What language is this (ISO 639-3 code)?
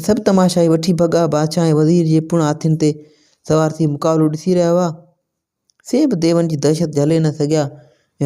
snd